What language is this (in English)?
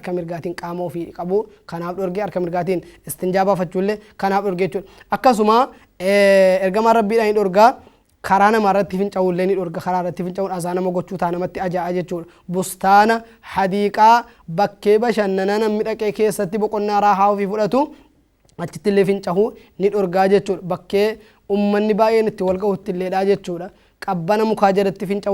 Oromo